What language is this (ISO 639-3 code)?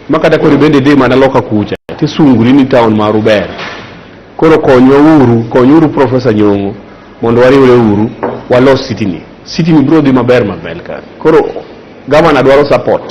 luo